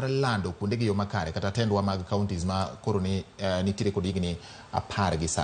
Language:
Luo (Kenya and Tanzania)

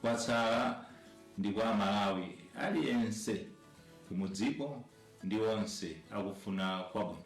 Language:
Nyanja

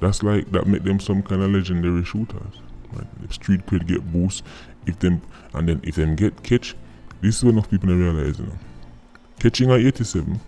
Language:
Jamaican Creole English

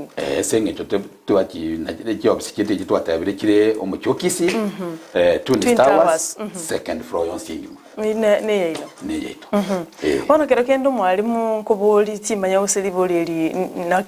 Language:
Gusii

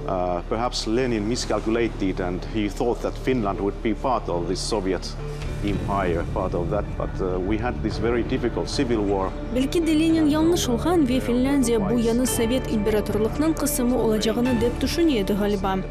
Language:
Crimean Tatar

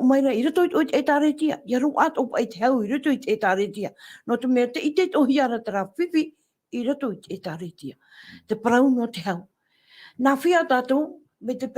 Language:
Tahitian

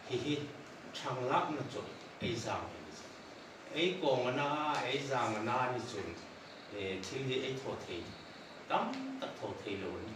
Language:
Hmar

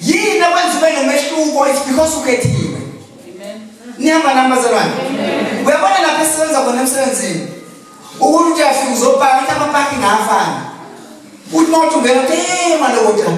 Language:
Zulu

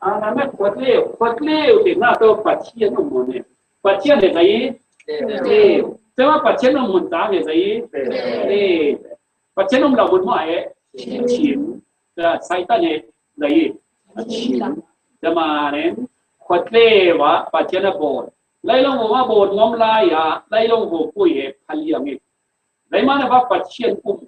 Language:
Falam Chin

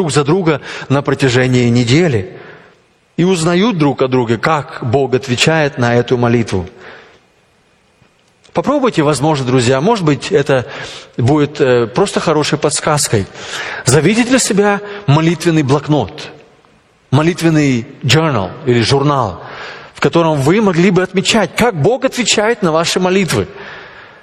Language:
Russian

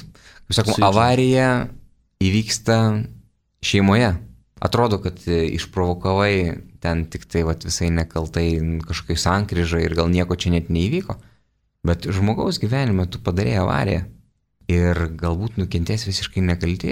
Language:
Lithuanian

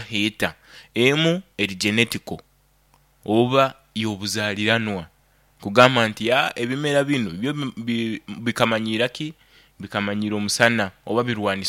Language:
Nyoro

